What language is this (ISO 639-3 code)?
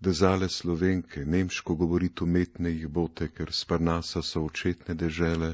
slv